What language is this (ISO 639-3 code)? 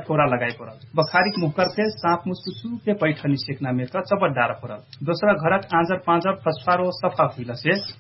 thl